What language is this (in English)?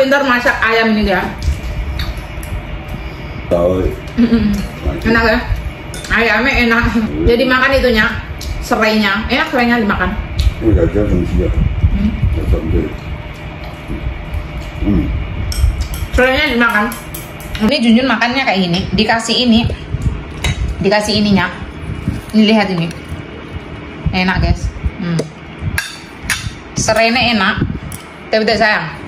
Indonesian